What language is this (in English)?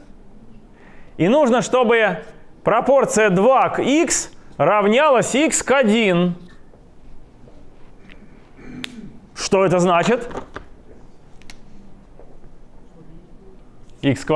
Russian